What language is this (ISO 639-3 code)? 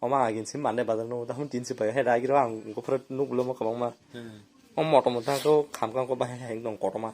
trp